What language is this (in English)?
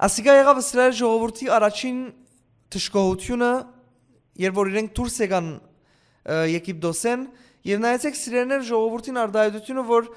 Western Armenian